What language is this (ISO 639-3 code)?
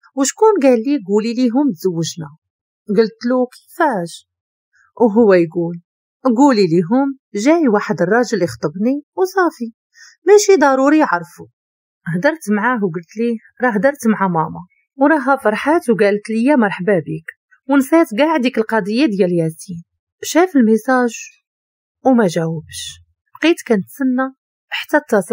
ary